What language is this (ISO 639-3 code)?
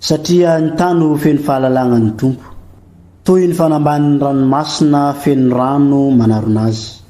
mlg